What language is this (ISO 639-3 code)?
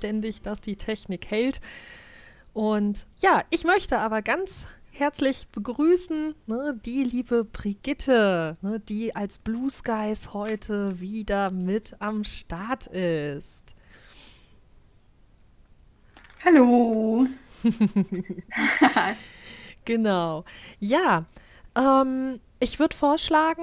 deu